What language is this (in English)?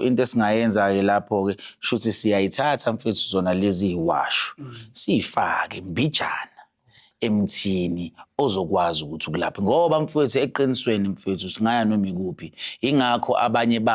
Zulu